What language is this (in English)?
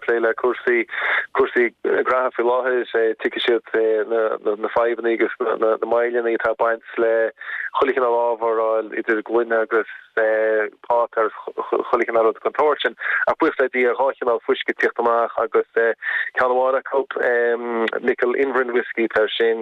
Irish